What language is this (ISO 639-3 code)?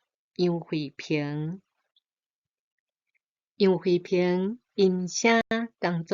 nan